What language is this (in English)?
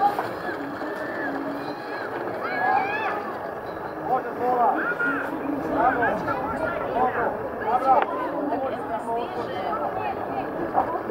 Croatian